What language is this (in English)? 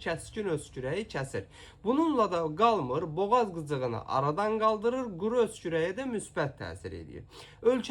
Azerbaijani